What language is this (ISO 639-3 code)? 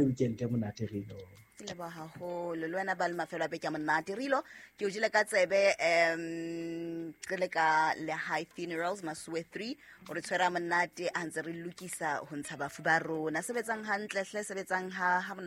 sot